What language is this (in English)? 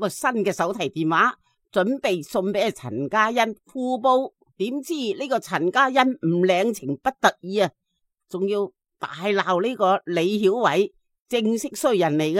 Cantonese